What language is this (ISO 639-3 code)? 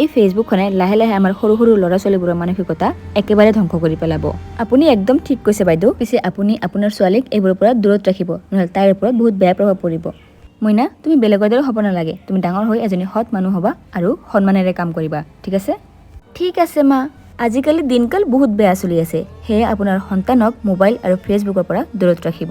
asm